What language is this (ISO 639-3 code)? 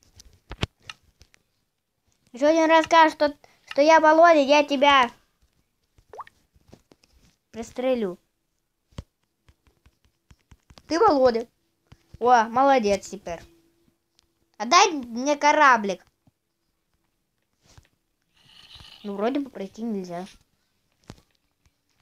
rus